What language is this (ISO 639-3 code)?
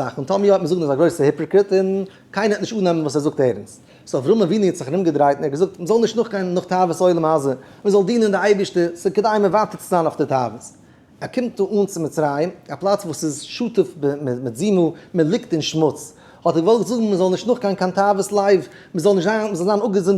yid